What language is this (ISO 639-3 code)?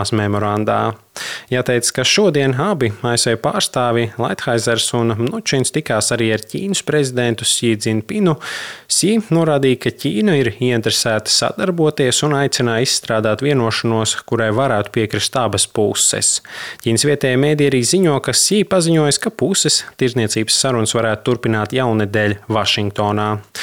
lav